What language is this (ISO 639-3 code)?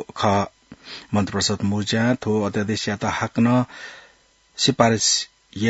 new